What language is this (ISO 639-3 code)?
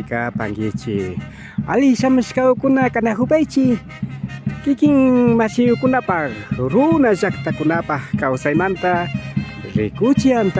qvi